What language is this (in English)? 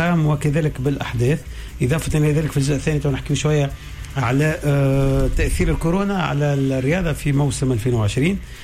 Tunisian Arabic